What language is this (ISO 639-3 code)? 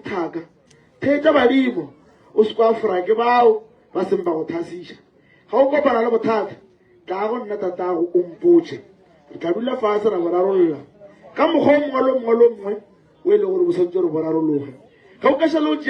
nso